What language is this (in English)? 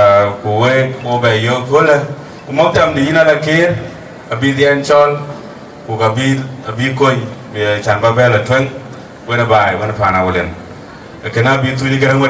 Dinka